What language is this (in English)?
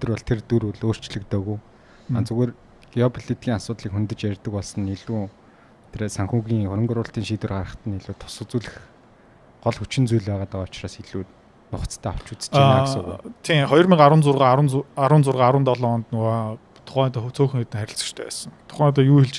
Mongolian